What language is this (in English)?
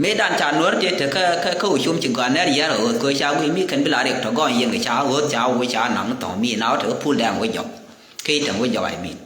Nuer